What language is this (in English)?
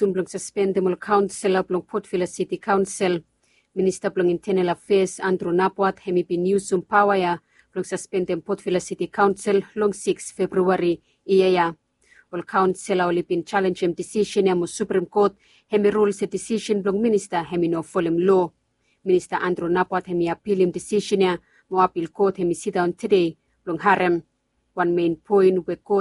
Bislama